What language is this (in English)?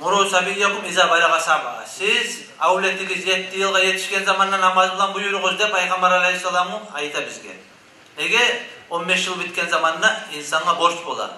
Kumyk